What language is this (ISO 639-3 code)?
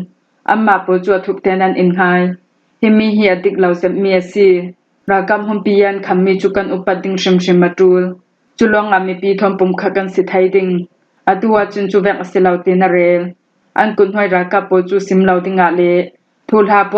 cfm